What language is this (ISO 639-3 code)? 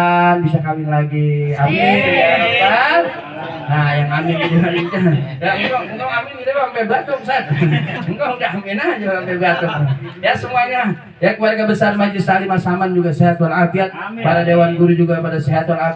bew